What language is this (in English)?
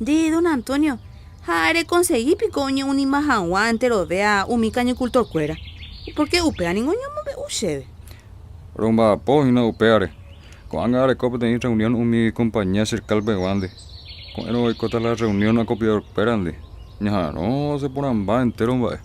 Guarani